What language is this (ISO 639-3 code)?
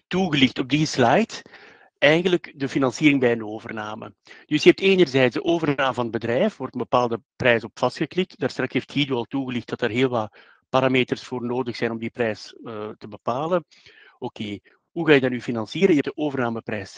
nld